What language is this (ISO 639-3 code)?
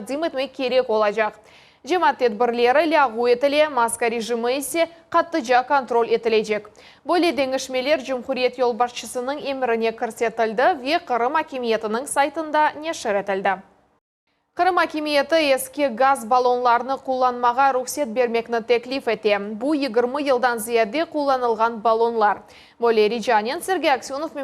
crh